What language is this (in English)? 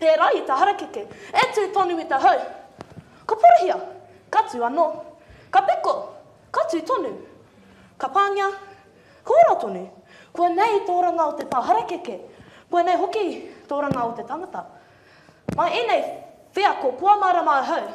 Māori